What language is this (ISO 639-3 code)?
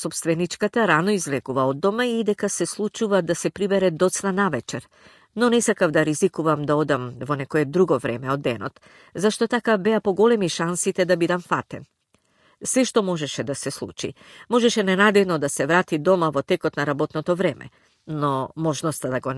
mkd